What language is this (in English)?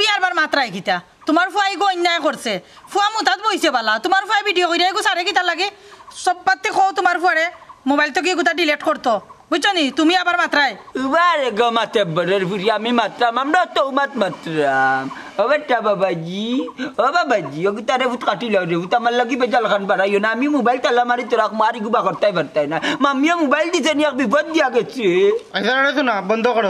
Sylheti